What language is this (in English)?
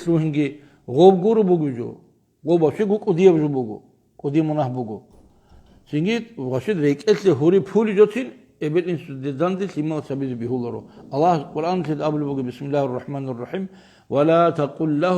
Avaric